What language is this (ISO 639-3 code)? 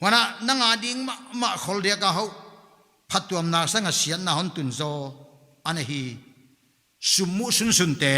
pck